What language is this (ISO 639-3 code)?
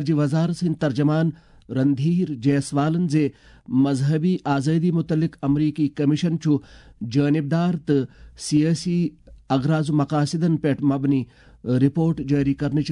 kas